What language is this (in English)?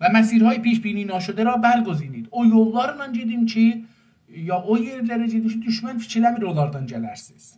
South Azerbaijani